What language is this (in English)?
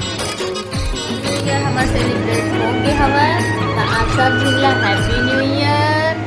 Chhattisgarhi